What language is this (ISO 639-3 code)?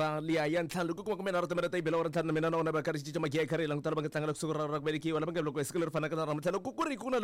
tso